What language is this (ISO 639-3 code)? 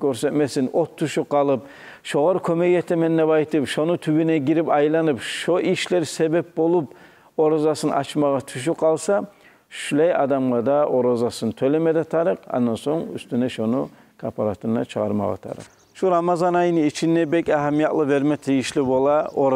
kum